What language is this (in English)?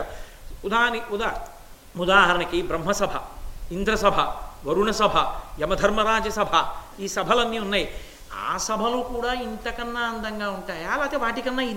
Telugu